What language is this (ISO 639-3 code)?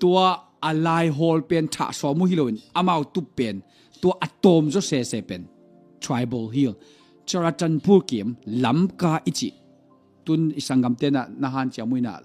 ctd